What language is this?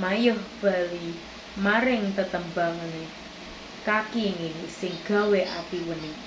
Javanese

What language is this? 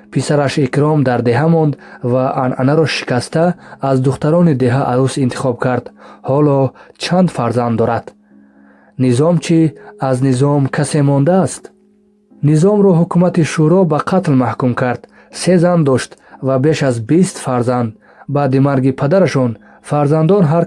Tajik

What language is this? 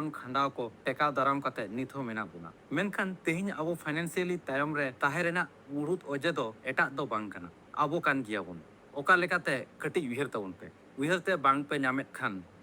Santali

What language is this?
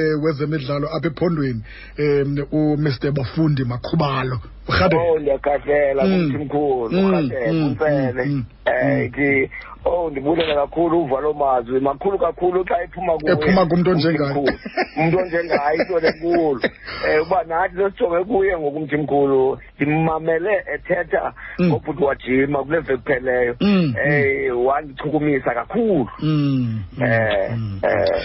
Xhosa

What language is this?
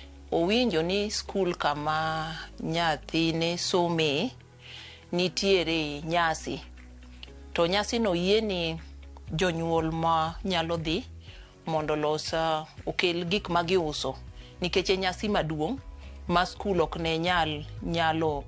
Luo (Kenya and Tanzania)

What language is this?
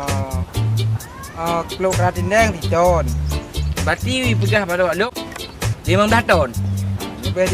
Achinese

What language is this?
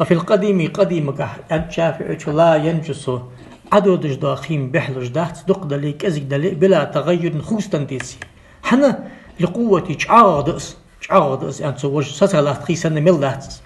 Ingush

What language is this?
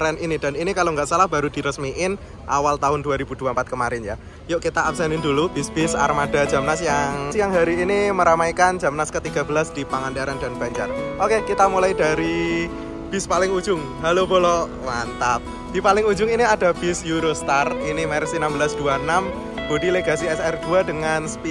Indonesian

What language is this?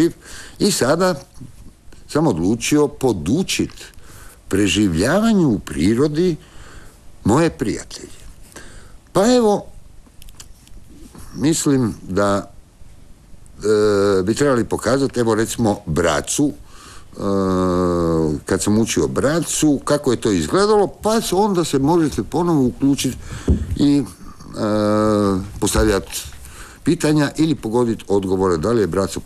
Croatian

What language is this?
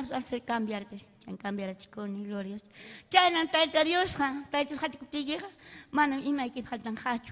Ayacucho Quechua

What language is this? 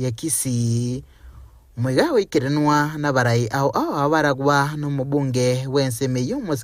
Gusii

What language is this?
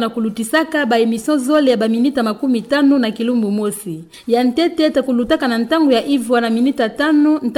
Kituba (Democratic Republic of Congo)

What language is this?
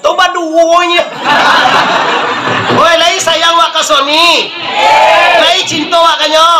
Minangkabau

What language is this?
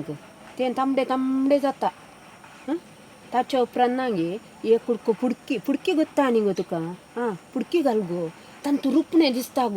Konkani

